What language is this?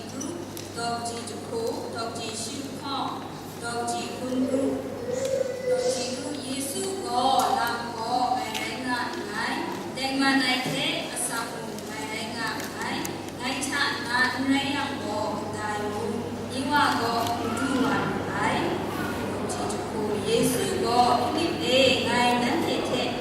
Kachin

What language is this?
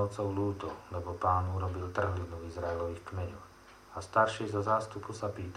Slovak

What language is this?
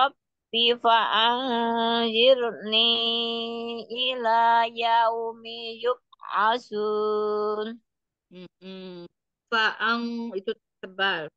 Indonesian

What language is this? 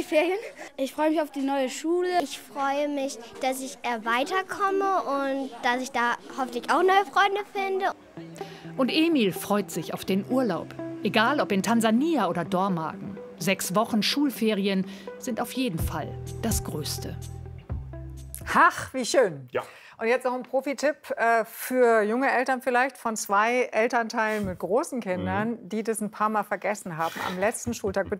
German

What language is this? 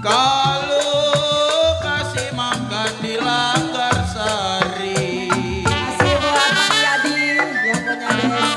Betawi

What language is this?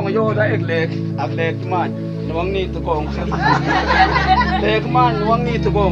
Mabaan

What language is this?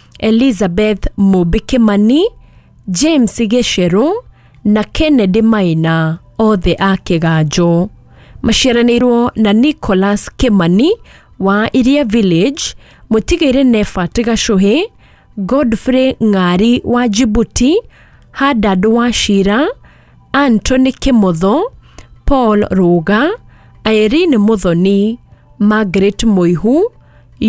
Kikuyu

